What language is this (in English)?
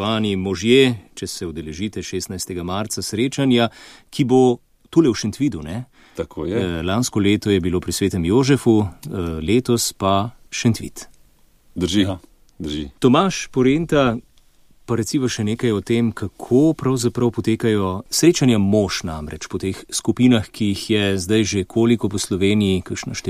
Slovenian